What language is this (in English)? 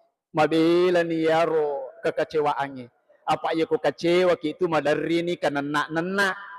Buginese